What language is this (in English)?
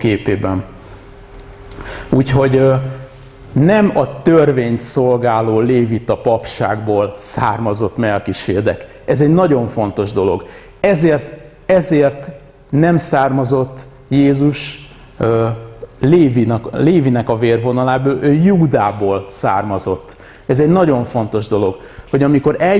Hungarian